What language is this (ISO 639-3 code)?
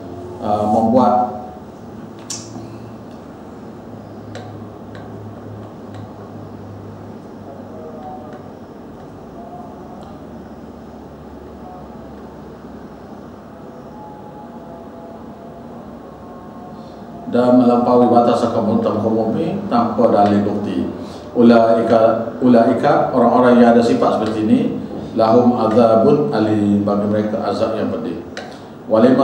msa